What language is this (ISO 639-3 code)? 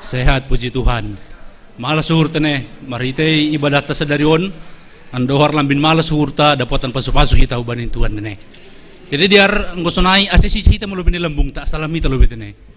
bts